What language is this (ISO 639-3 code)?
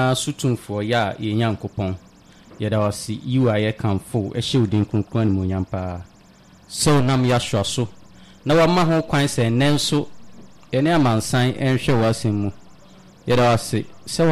aka